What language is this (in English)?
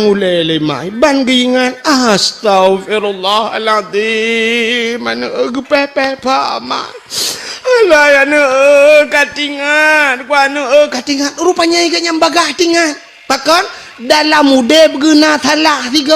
Achinese